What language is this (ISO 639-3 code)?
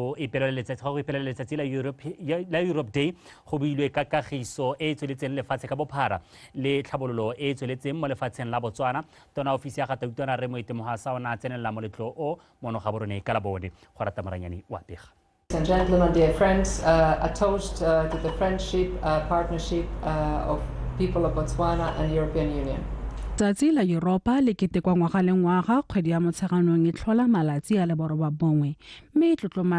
tsn